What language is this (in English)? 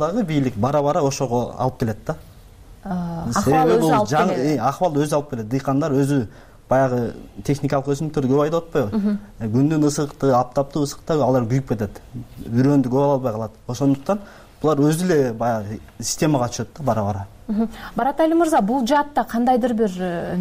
Kyrgyz